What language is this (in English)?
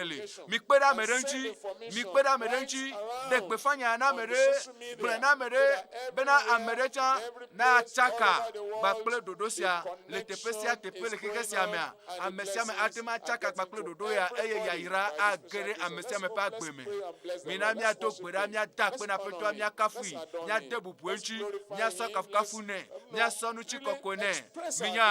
Ewe